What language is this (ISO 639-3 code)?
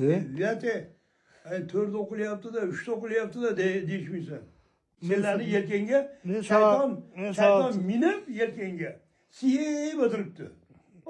uzb